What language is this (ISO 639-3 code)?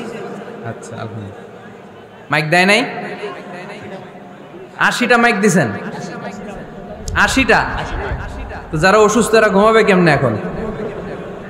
ben